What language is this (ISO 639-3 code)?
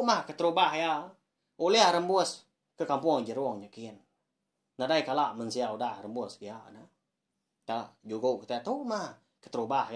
iba